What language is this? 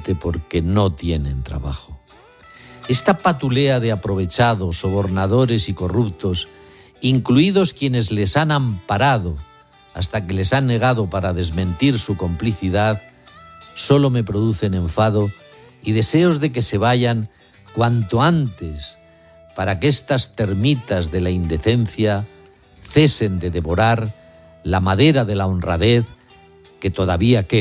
Spanish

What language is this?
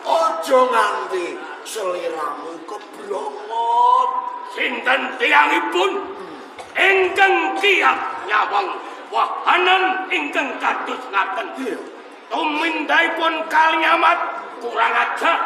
Javanese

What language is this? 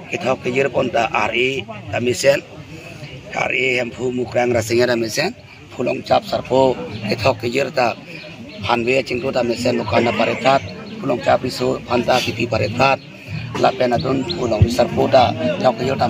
Karbi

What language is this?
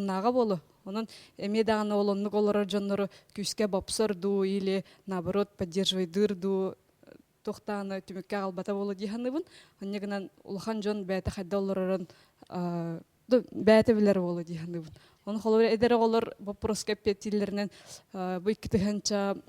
Yakut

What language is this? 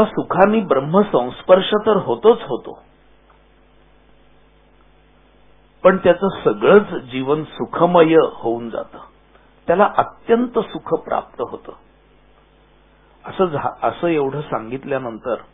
Marathi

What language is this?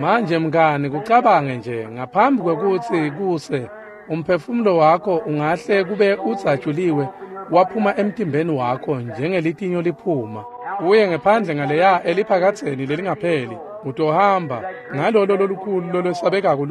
Swati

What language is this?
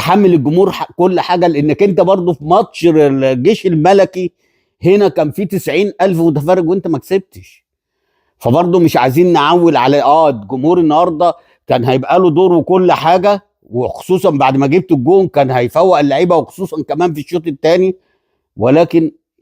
Egyptian Arabic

